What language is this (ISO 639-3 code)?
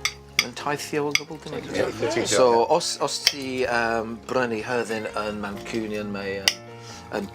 cym